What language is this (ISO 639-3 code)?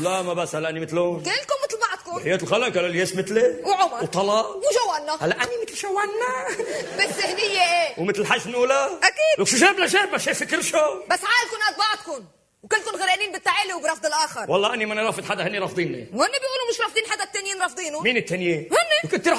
apc